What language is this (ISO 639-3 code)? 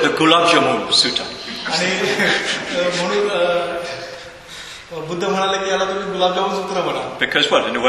mar